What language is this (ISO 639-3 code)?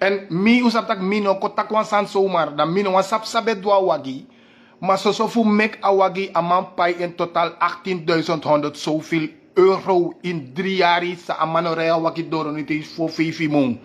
srn